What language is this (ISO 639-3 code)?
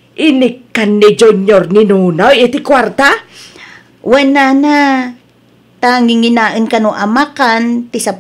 ilo